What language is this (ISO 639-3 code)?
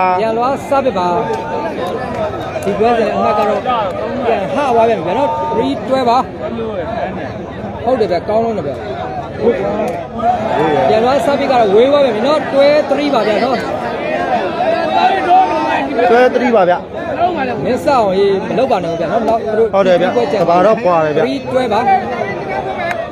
mya